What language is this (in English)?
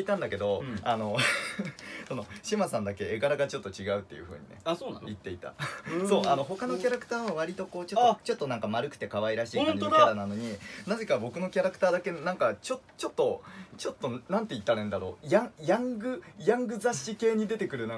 Japanese